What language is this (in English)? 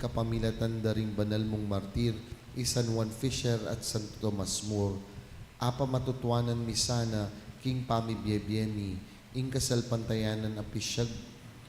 Pampanga